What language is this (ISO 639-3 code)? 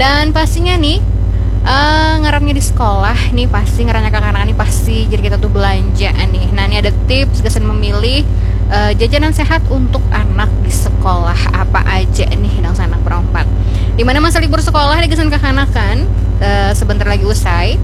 bjn